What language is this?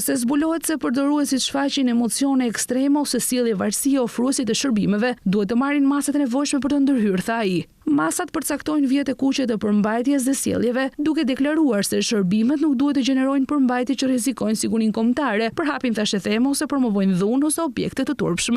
Albanian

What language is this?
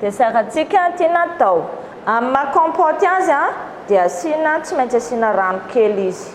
Malagasy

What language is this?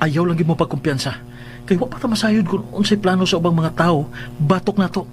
Cebuano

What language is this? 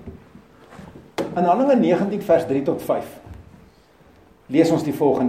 Afrikaans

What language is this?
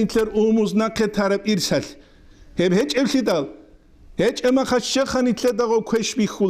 Avaric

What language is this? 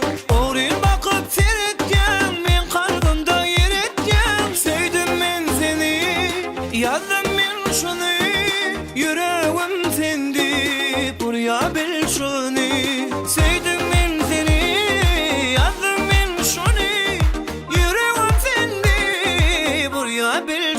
Turkmen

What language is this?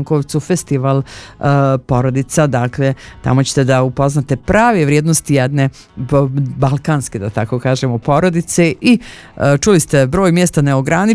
Bosnian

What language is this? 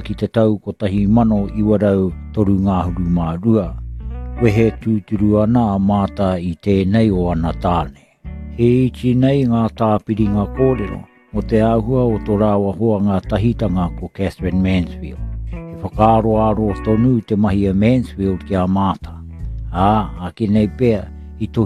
Māori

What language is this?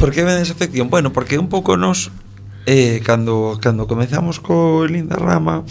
Galician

